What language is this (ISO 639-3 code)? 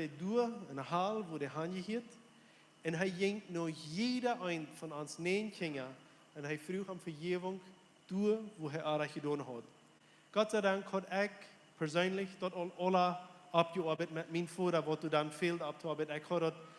pdt